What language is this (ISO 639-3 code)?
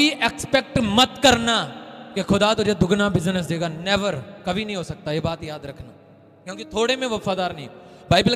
hin